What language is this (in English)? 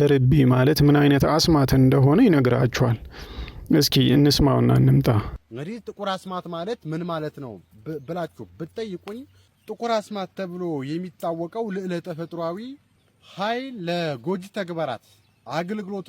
Amharic